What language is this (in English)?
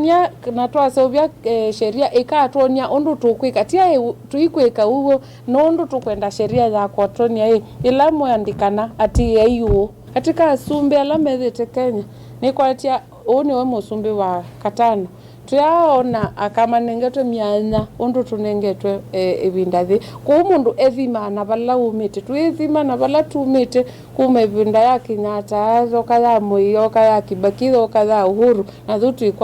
Kamba